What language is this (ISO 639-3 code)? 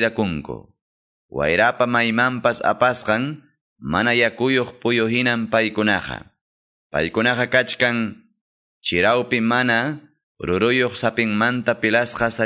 que